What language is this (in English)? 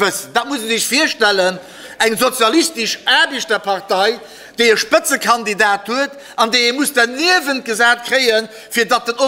Luxembourgish